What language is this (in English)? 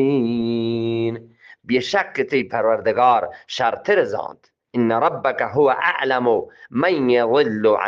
Eastern Balochi